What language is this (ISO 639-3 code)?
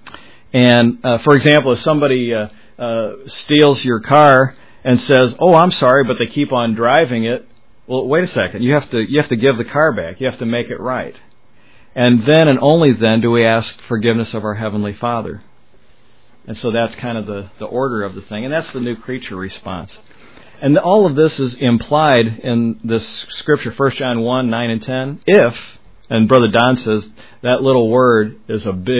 eng